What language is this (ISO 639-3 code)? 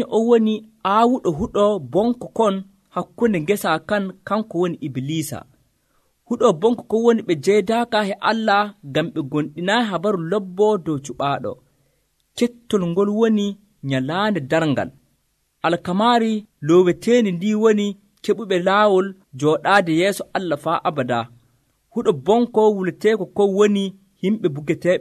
fuv